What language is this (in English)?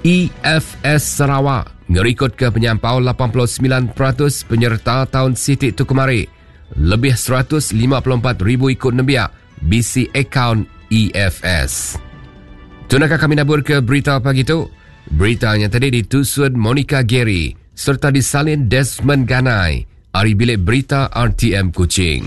Iban